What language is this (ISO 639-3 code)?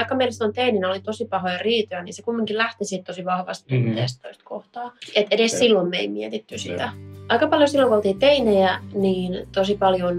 fin